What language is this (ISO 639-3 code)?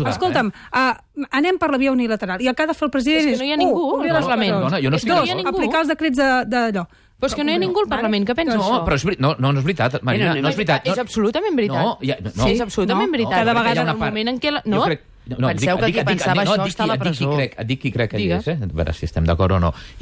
cat